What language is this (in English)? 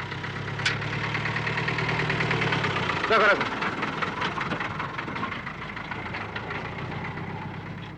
Odia